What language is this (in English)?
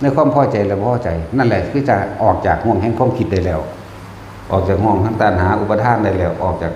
Northeastern Thai